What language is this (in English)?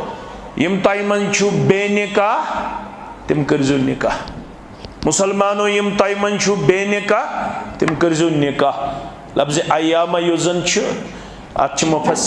Kashmiri